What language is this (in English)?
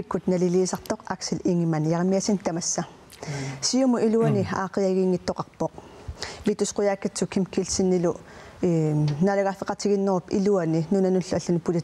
Kalaallisut